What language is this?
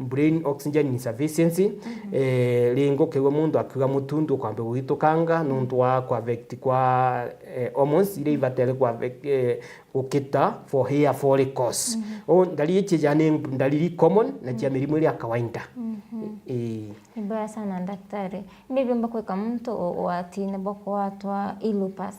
Meru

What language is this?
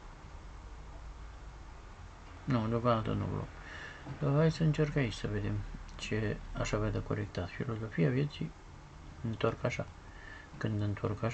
Romanian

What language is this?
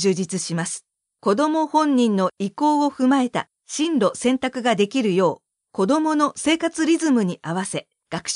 Japanese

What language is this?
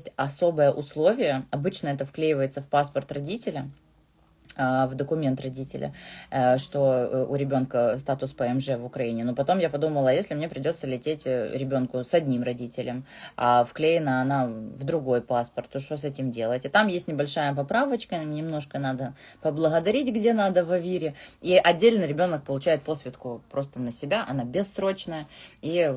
Russian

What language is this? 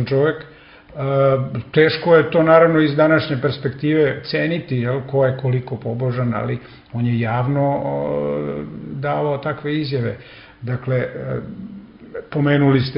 Serbian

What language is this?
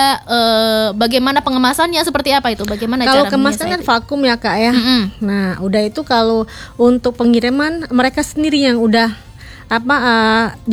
Indonesian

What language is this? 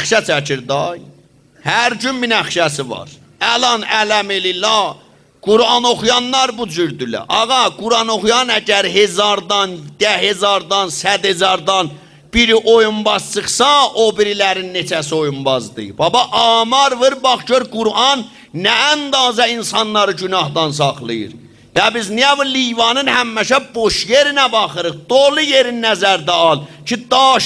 South Azerbaijani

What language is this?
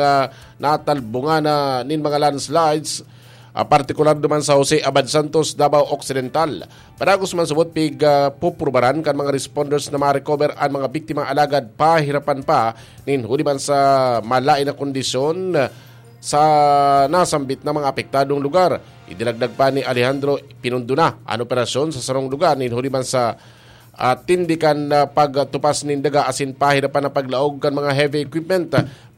Bikol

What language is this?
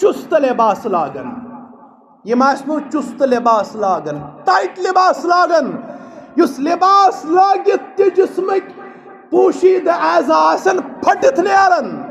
Kashmiri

